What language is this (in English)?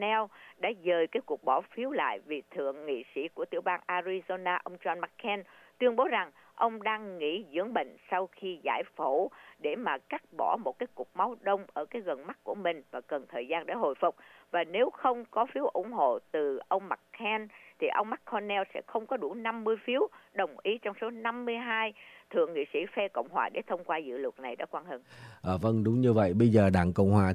Vietnamese